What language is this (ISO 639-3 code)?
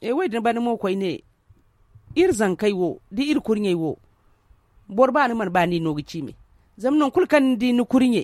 dje